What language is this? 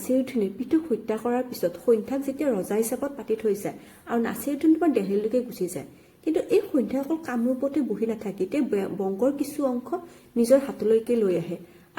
Assamese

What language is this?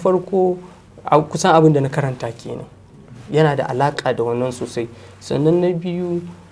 Hausa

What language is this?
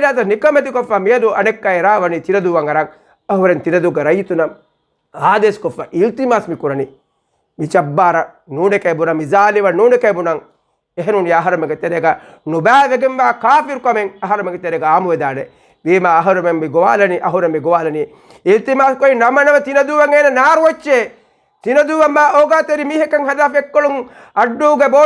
Divehi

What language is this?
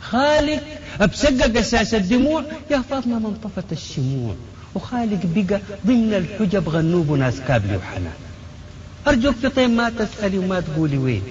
Sudanese Arabic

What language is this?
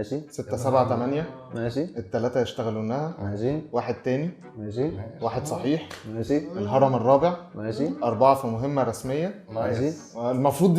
Egyptian Arabic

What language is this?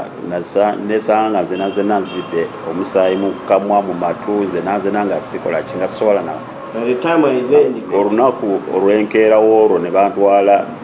Ganda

